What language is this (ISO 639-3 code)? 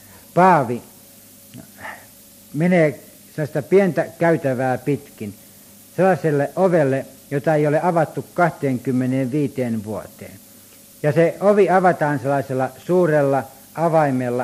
fin